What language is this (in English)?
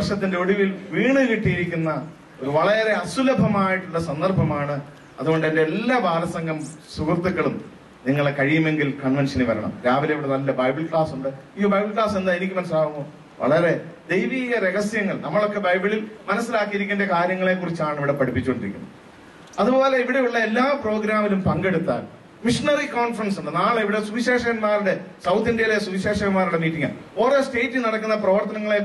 Malayalam